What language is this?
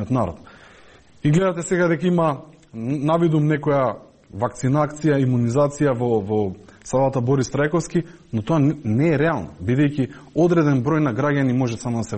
Macedonian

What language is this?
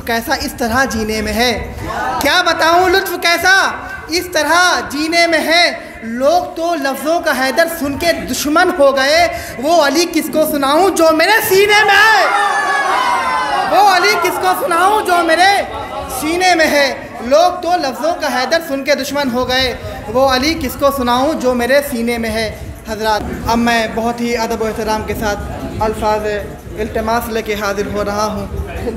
Urdu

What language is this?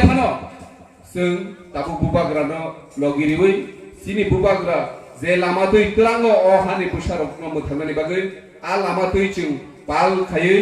Kok Borok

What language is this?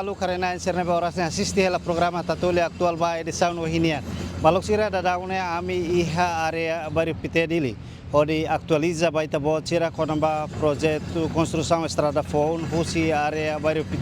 Tetum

